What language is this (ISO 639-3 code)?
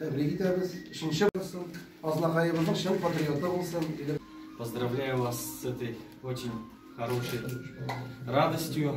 tat